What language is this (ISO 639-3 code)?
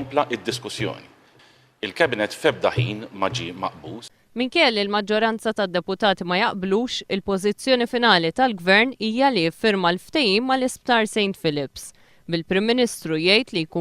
mlt